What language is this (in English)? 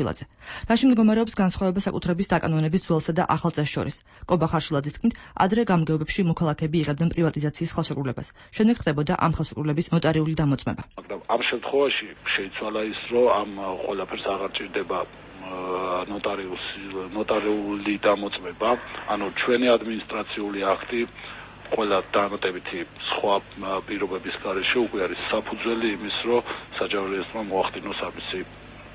Georgian